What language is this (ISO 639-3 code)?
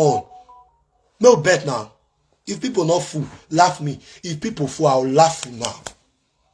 pcm